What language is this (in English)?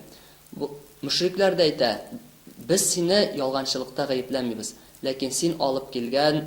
Tatar